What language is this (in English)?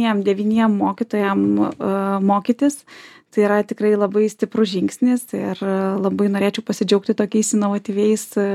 Lithuanian